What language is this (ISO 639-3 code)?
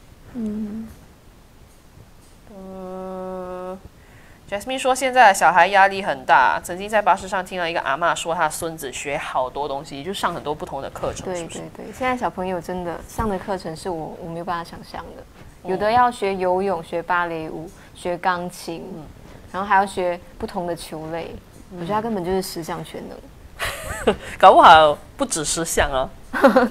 zho